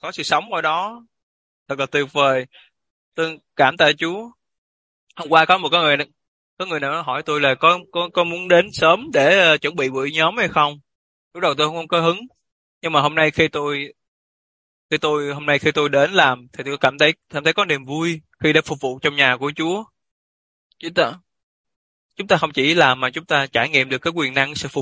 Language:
Vietnamese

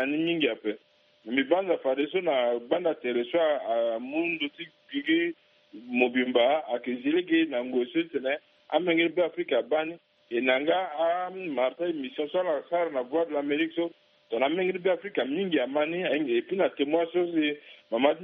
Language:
Sango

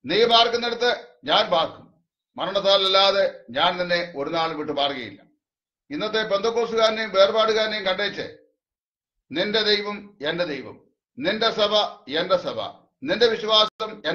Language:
Malayalam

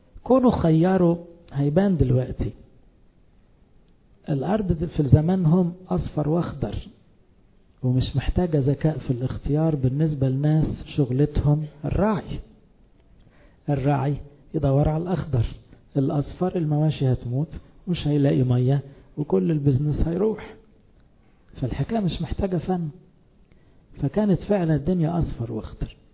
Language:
Egyptian Arabic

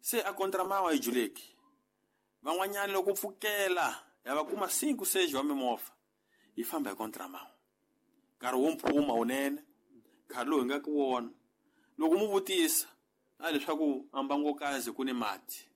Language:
Tsonga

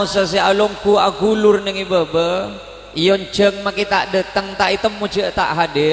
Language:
Madurese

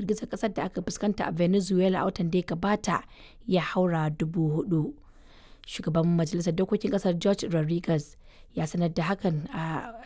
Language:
Hausa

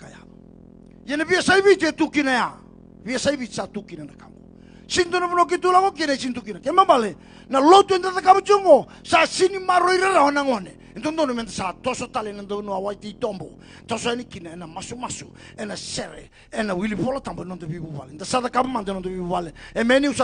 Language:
Fijian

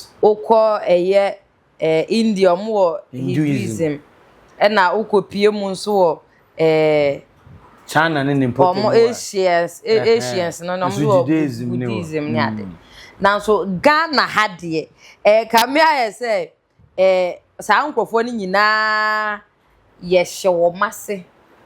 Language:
Akan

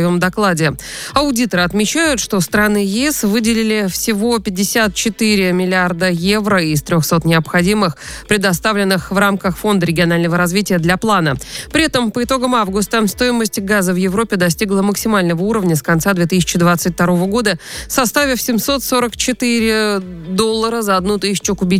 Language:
Russian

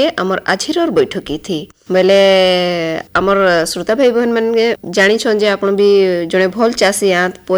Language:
Odia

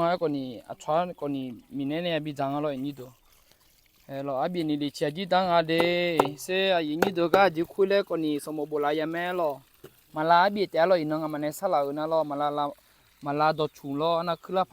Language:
Akha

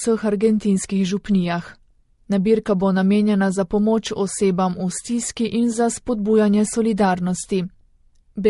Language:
Slovenian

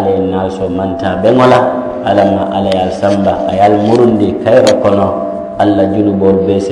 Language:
Mandingo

